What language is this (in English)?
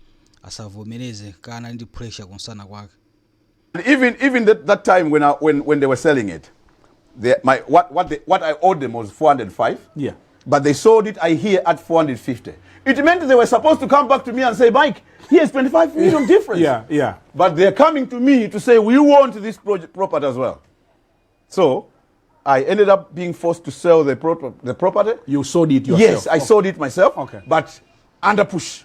Nyanja